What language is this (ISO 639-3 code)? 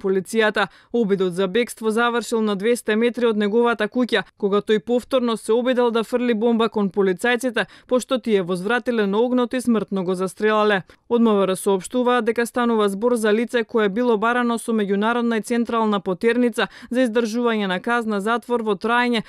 mkd